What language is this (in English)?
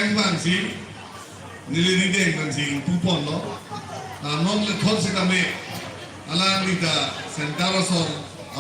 Karbi